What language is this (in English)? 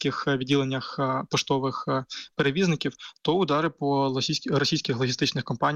Ukrainian